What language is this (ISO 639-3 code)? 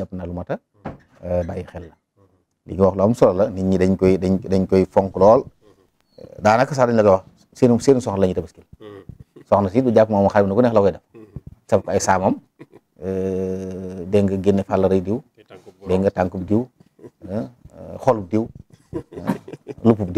wol